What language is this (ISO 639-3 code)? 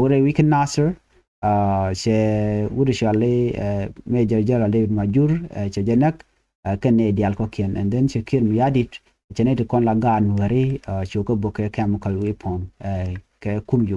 nus